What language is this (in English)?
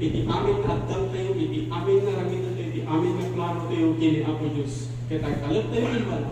Iloko